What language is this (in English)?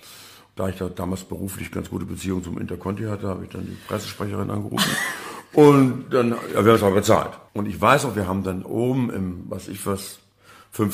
German